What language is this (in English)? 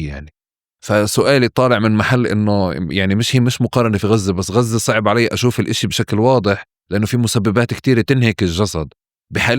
North Levantine Arabic